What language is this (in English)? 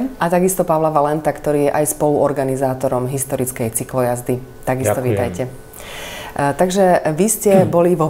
Slovak